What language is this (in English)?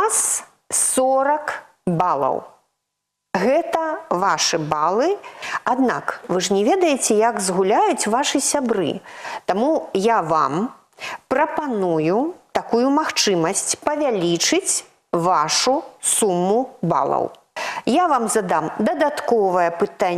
Belarusian